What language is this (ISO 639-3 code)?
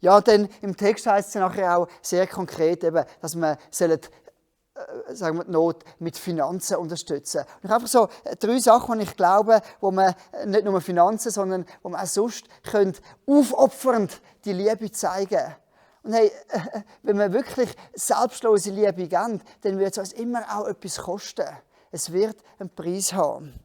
gsw